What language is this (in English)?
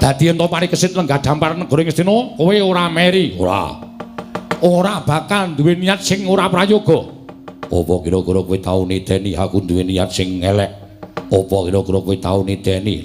Javanese